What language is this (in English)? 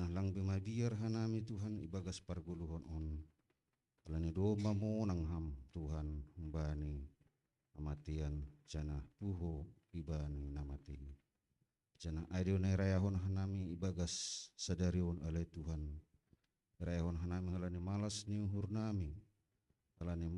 Batak Simalungun